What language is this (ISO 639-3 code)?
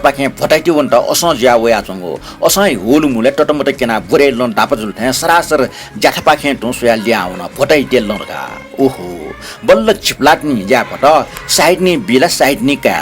new